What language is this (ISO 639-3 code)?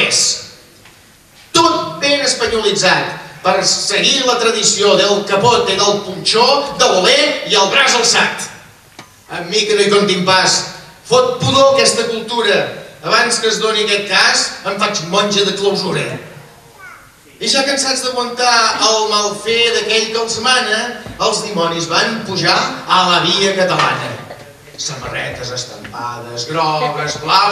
cat